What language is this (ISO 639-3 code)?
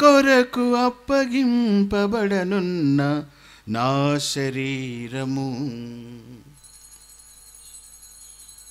tel